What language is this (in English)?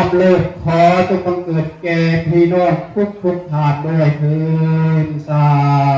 Lao